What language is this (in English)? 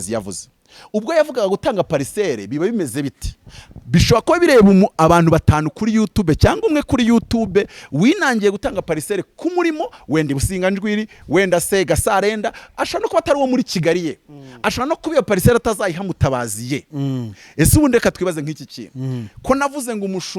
Kinyarwanda